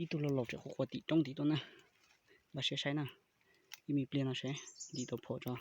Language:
Hmong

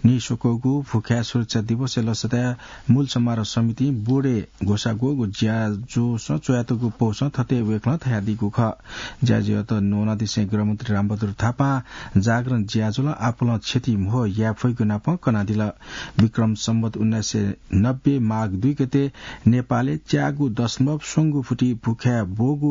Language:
Newari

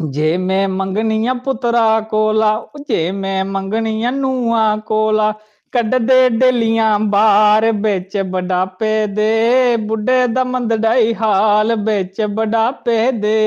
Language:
Dogri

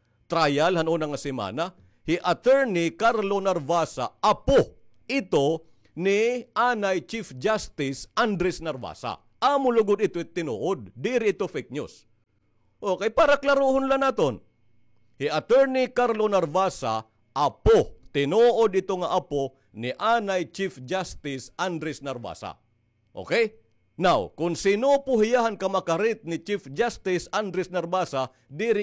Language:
Waray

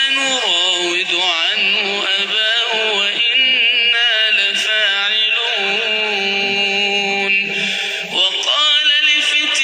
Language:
Arabic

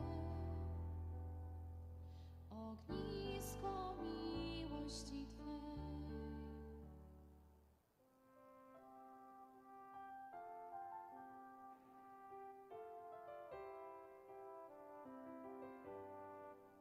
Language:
Polish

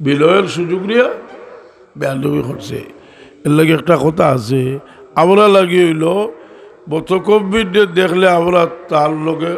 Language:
Sylheti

